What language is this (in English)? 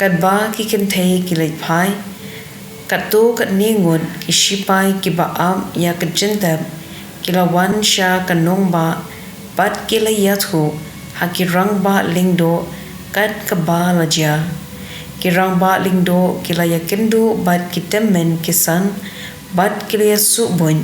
Khasi